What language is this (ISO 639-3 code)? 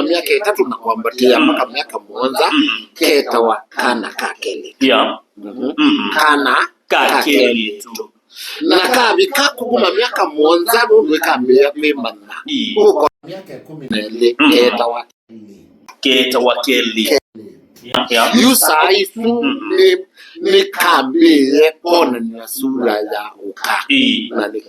kam